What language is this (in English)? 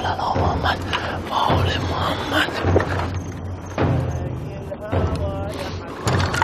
Persian